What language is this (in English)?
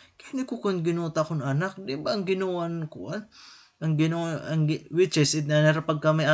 Waray